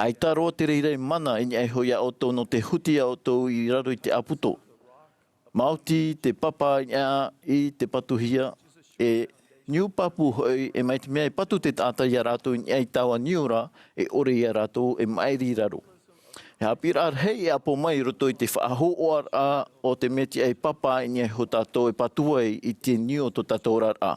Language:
Tahitian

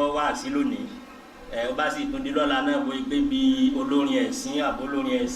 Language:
Yoruba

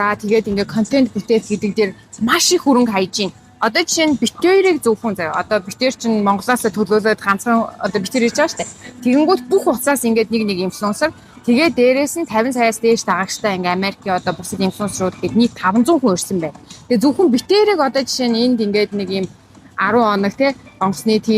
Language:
Mongolian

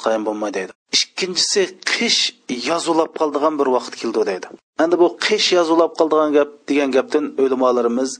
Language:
Uyghur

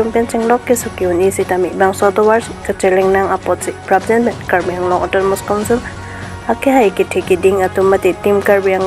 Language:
Karbi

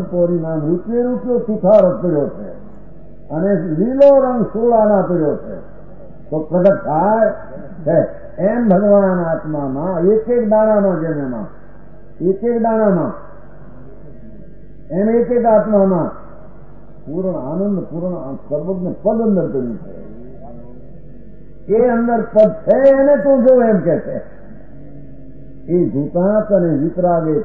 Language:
Gujarati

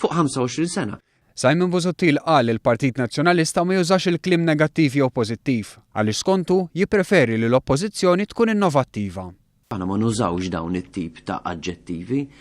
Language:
Maltese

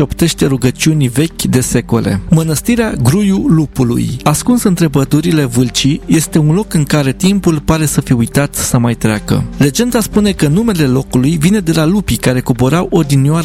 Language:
Romanian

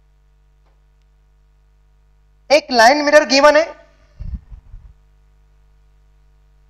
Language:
Hindi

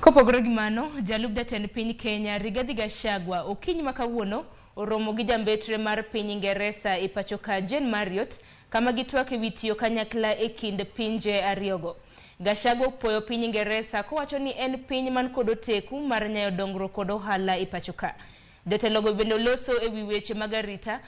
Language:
Luo (Kenya and Tanzania)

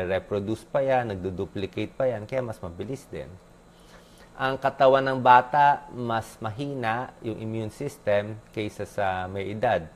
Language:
Filipino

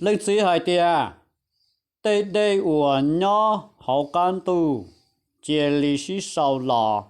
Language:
Hmong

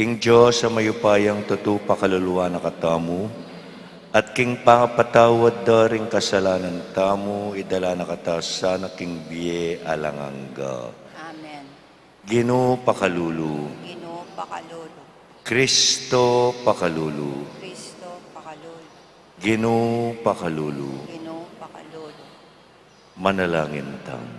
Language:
Pampanga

